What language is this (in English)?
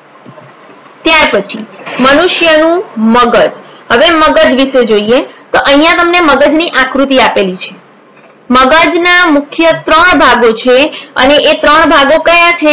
Gujarati